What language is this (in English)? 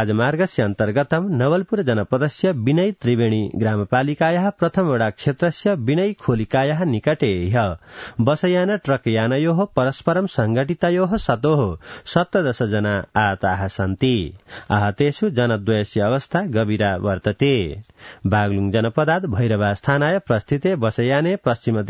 Sanskrit